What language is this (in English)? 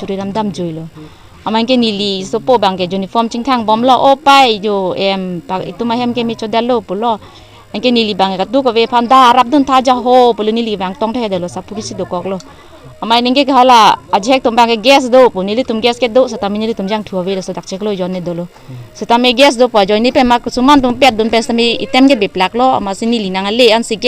Karbi